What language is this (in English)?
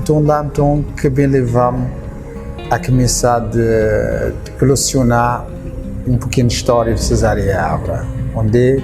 Kabuverdianu